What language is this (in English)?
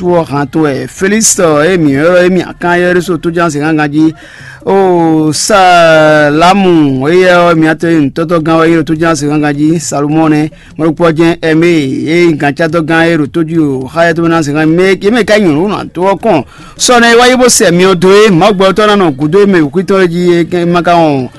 Fon